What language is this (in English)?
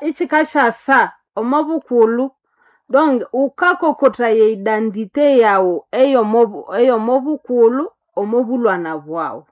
Nande